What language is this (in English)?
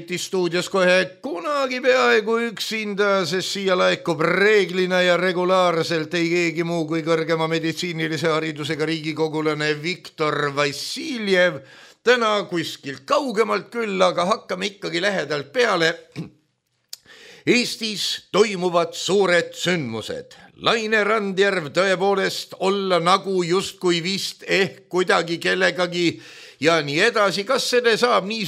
Estonian